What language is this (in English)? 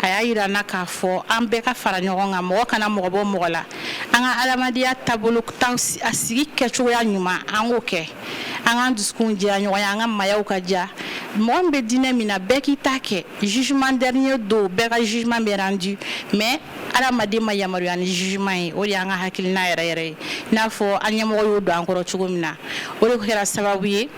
Bambara